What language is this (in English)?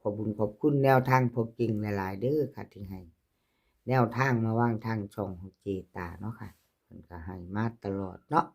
Northeastern Thai